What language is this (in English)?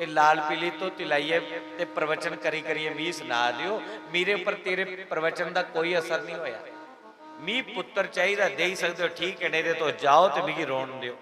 Dogri